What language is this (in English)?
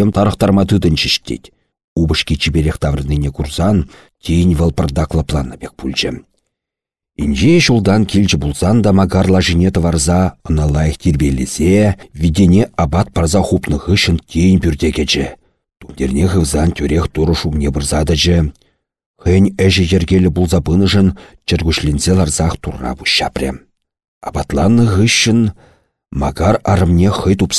Chuvash